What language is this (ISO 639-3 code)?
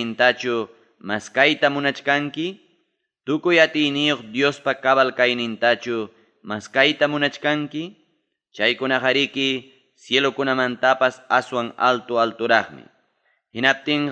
quy